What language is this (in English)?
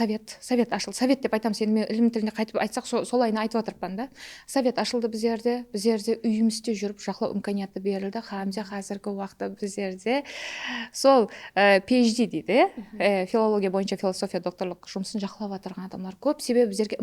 Kara-Kalpak